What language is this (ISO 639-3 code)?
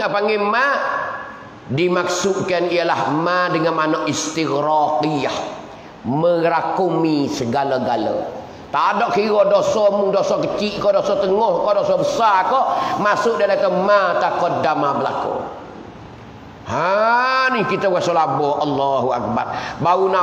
msa